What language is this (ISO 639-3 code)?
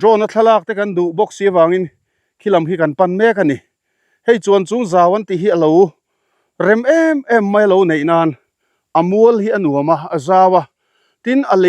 lus